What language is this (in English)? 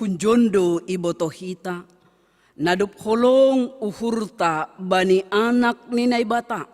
Batak Simalungun